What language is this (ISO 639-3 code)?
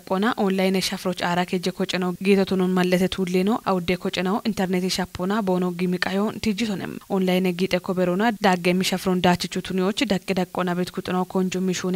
kbr